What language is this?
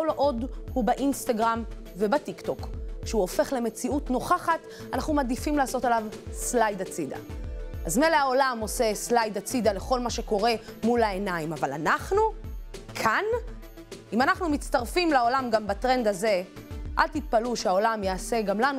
Hebrew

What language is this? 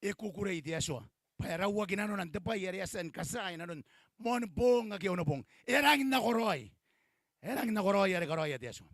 Gilbertese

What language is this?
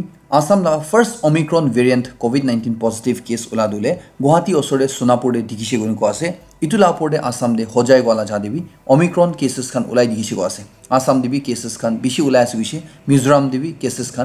Naga Pidgin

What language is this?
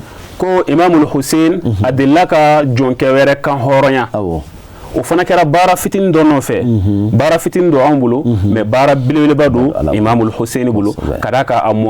Bambara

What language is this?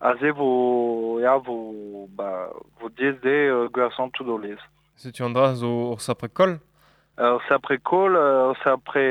Breton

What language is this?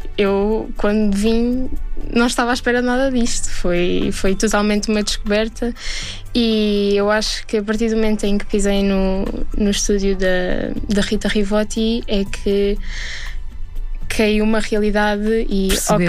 Portuguese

